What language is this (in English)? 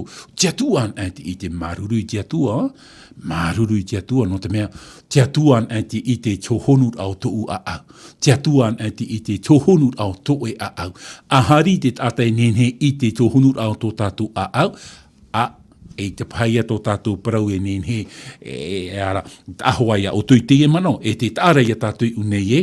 Tahitian